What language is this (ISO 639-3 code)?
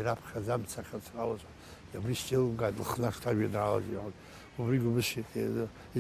abk